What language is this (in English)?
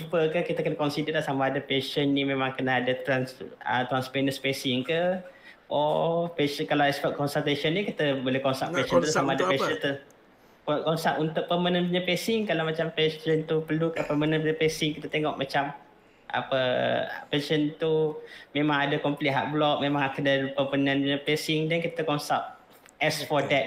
Malay